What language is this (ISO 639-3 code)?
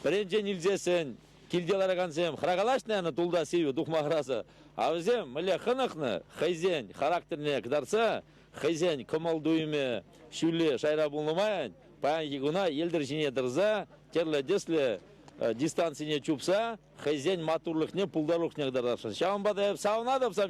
chv